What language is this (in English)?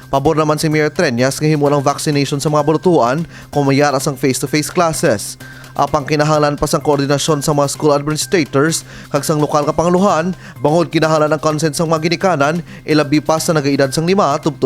Hiligaynon